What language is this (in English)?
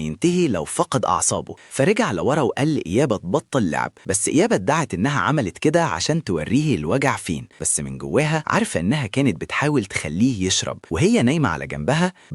Egyptian Arabic